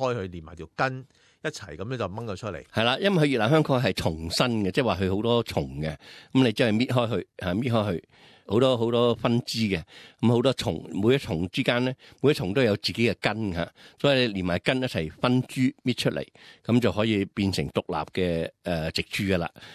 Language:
Cantonese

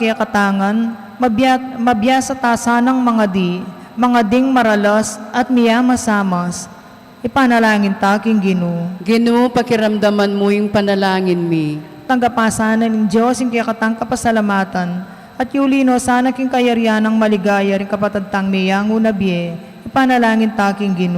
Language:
Pampanga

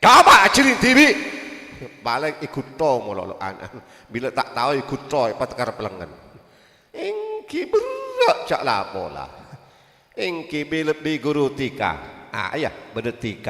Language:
Madurese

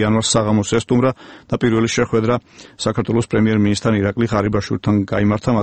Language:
Georgian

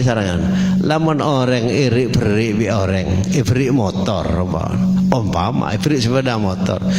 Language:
Madurese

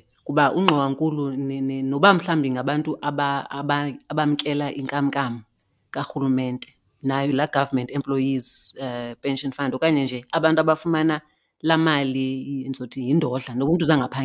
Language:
Xhosa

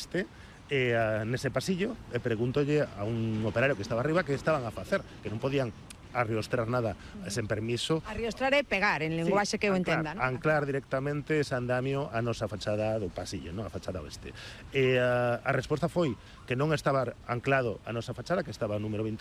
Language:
Galician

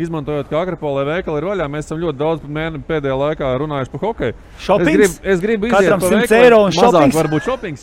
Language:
Latvian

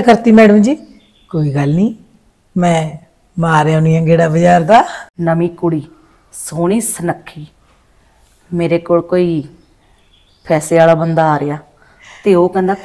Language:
Punjabi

